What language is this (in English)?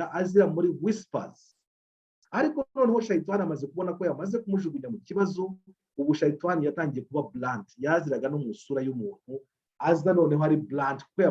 Kinyarwanda